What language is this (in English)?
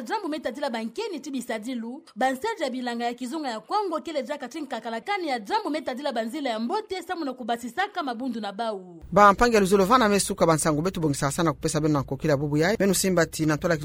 Kituba (Democratic Republic of Congo)